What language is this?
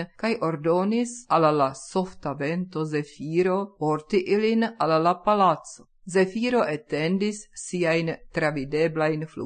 Esperanto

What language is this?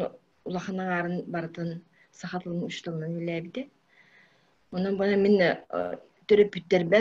Yakut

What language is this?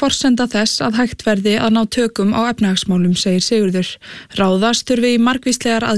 Icelandic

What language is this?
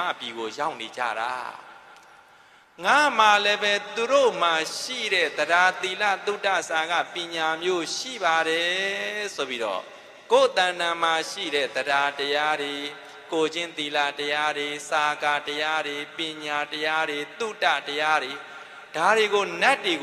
Burmese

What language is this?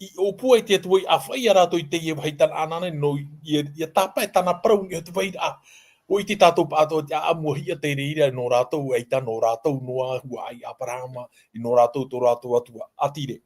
Tahitian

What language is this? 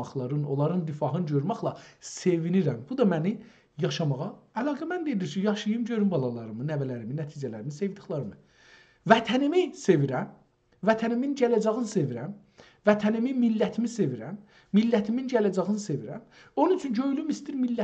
South Azerbaijani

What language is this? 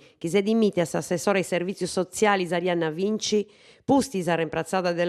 Sardinian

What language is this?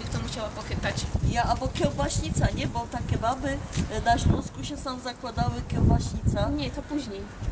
Silesian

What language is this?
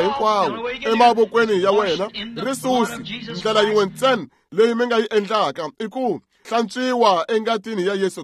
Tsonga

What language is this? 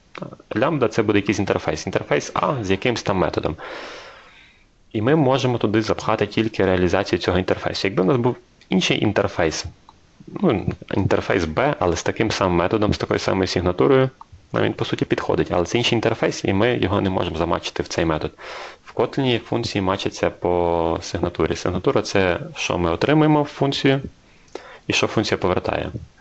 Ukrainian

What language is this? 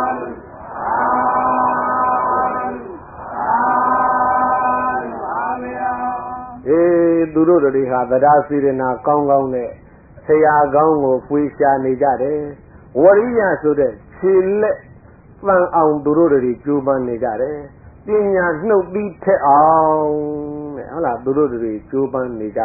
Burmese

